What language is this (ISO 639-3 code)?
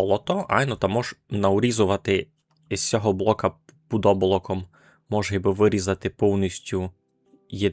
rue